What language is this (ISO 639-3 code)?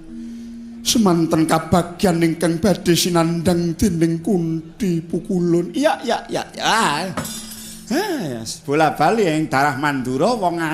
jav